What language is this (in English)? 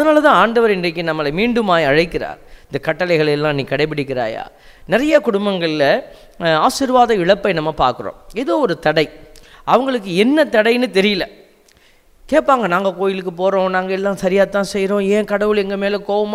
Tamil